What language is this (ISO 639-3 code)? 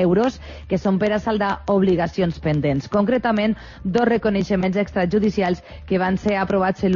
cat